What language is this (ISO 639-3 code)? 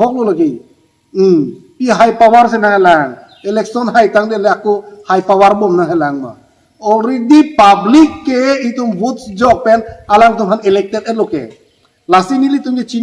mjw